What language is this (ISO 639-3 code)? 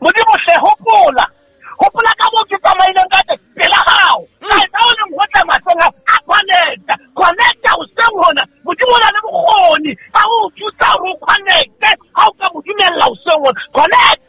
sot